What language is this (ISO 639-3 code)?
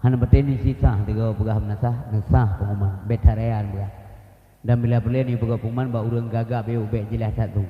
ace